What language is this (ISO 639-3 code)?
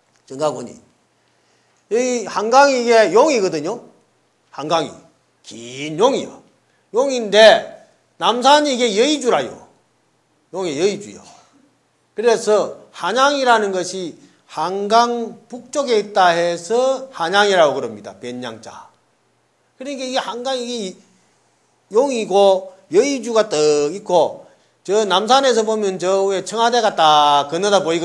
kor